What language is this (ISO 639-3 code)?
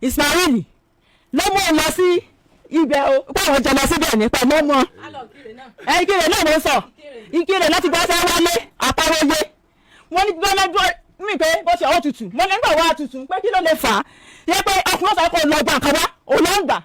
yor